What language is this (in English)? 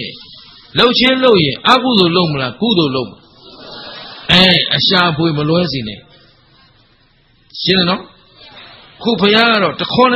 Burmese